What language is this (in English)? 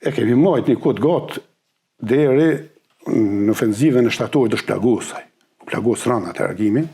Albanian